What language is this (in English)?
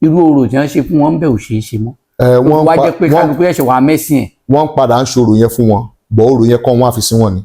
Yoruba